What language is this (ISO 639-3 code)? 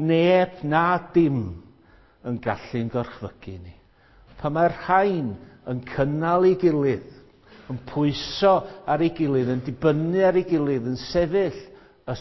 cym